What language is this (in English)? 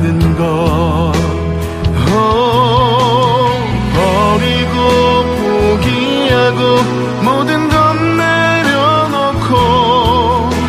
Korean